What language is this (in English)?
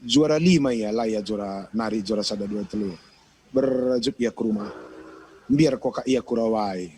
Batak Karo